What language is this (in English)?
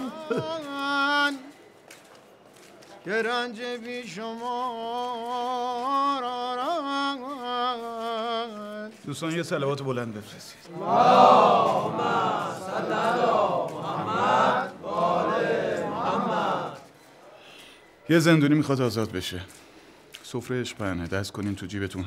Persian